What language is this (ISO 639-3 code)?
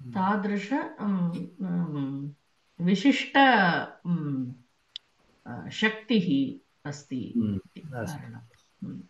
san